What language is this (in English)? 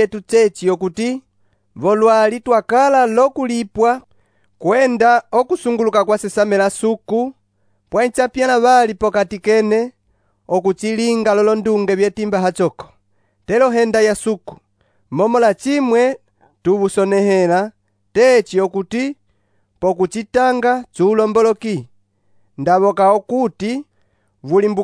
Umbundu